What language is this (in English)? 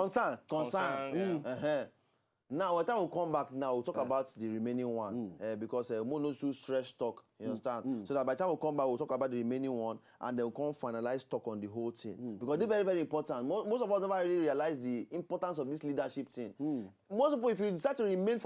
Nigerian Pidgin